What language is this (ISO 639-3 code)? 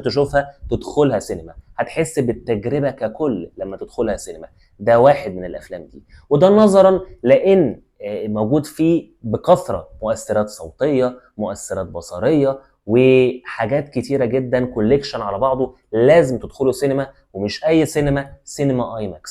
arz